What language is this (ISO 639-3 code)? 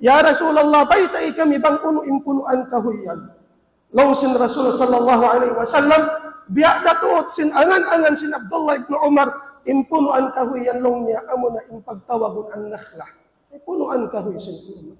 tsg